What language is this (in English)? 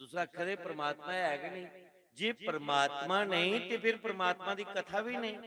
Dogri